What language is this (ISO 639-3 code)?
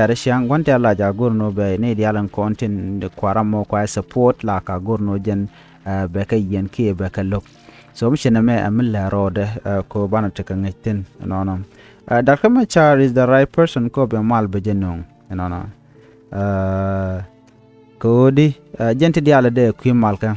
nus